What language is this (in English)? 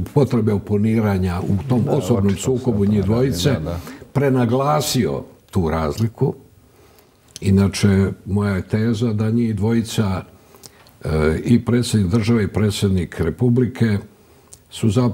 Croatian